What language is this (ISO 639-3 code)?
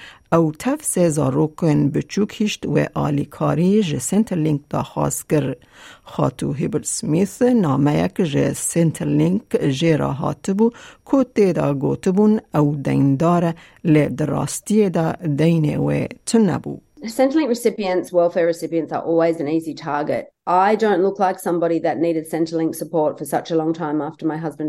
kur